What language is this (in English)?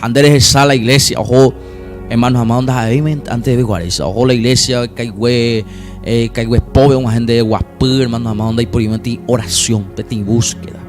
Guarani